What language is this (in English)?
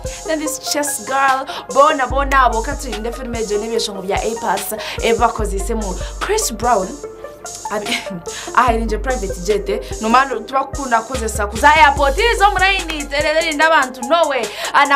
Kinyarwanda